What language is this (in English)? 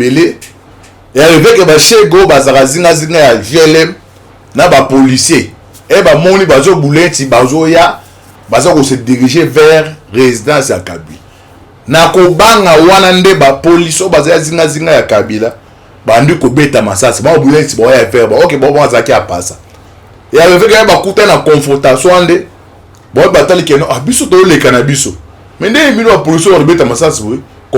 Lingala